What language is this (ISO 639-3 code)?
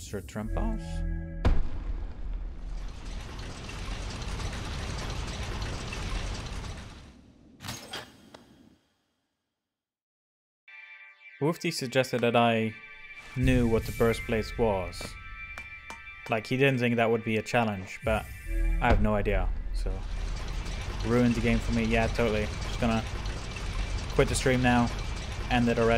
eng